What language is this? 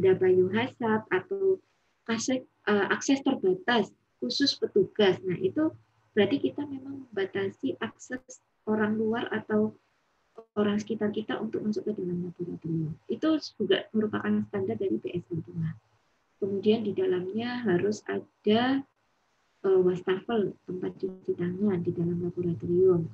Indonesian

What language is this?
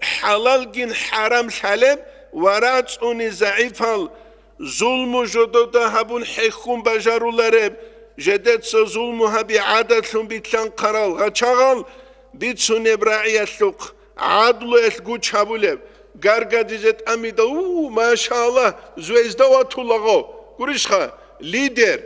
Avaric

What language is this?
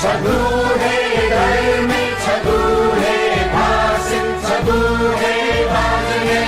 Newari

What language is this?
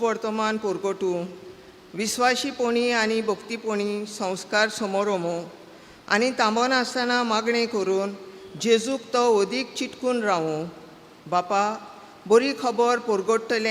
Konkani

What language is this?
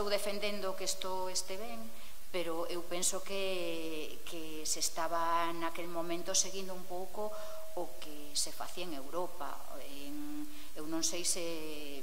Galician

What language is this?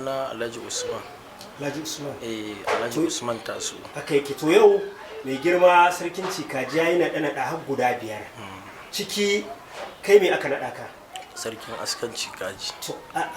Hausa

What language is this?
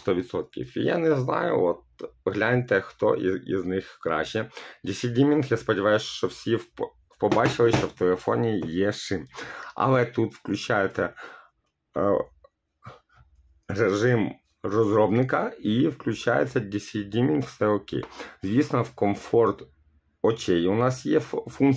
Ukrainian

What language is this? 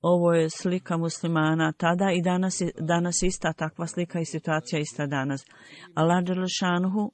Bosnian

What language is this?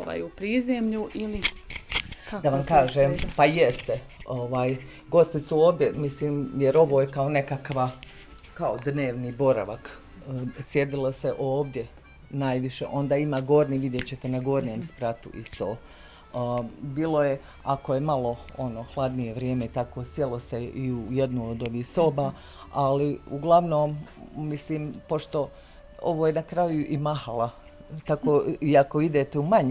Bosnian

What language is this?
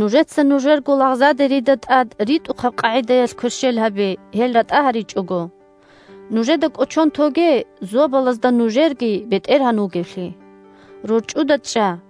Avaric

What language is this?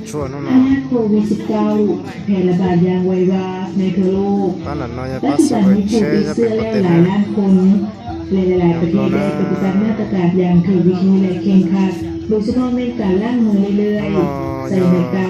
Lao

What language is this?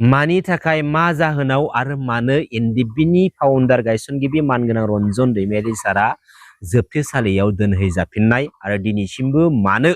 Bodo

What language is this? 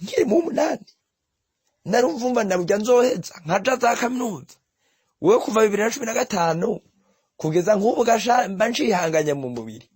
Rundi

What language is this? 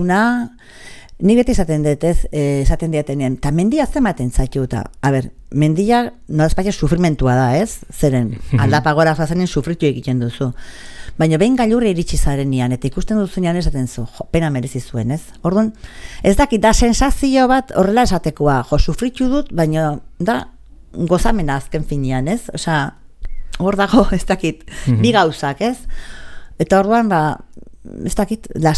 Basque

